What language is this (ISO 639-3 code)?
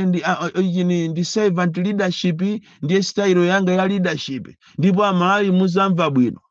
nya